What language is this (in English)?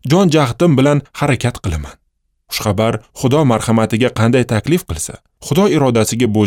Uzbek